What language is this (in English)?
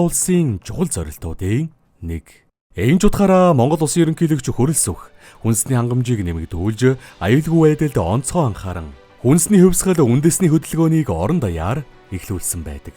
Mongolian